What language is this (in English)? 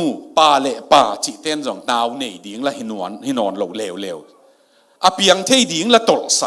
Tedim Chin